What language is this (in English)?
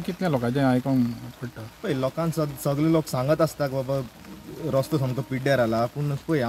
Konkani